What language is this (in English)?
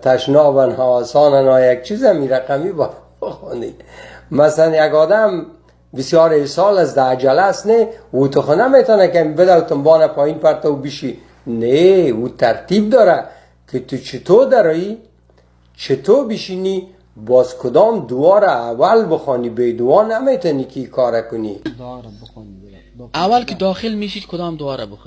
Persian